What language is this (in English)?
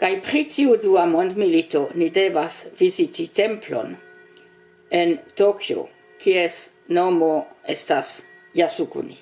Esperanto